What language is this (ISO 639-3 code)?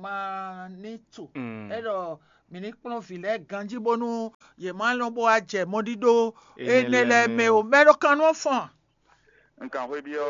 fon